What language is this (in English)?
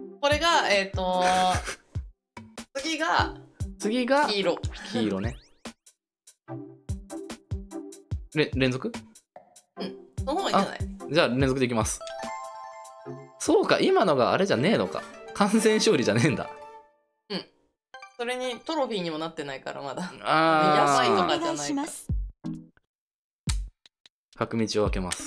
Japanese